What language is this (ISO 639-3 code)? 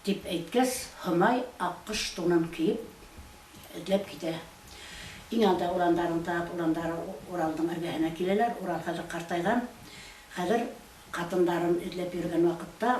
bak